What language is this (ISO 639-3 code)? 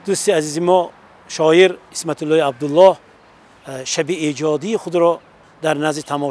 tgk